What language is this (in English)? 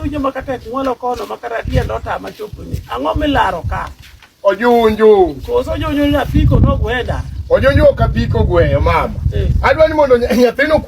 Luo (Kenya and Tanzania)